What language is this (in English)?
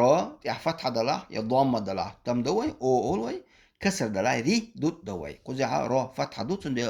Chechen